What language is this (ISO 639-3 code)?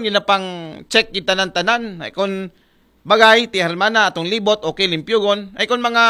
akl